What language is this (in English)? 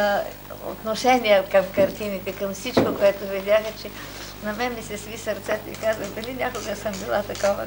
Bulgarian